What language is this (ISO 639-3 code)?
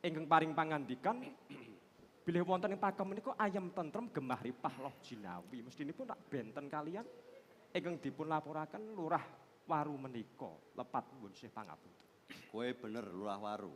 jav